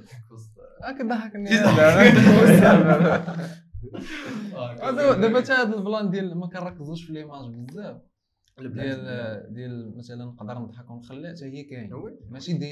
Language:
Moroccan Arabic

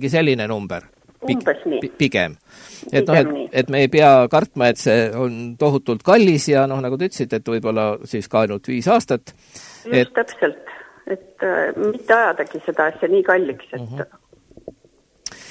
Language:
Estonian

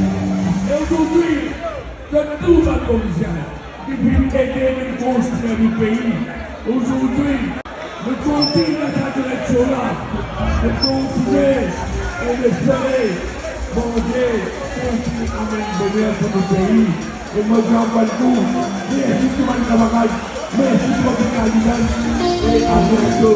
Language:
Morisyen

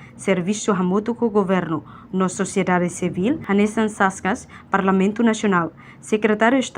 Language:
Tetum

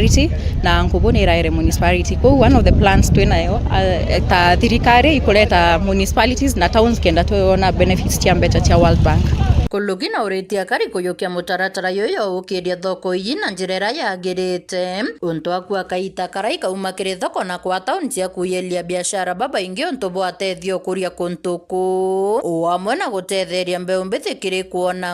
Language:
Meru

